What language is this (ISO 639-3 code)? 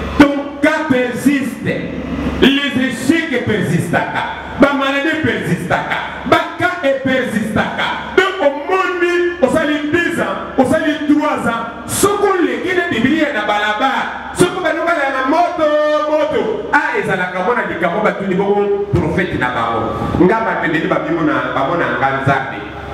lin